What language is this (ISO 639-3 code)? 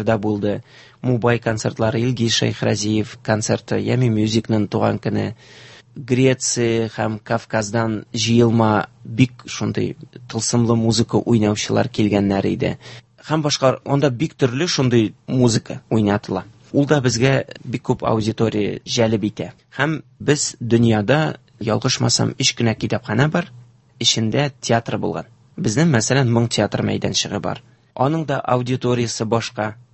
tat